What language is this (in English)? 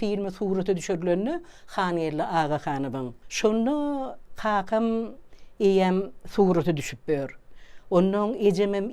Turkmen